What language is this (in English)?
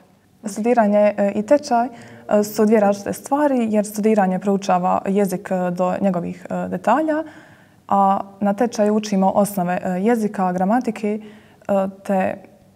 Croatian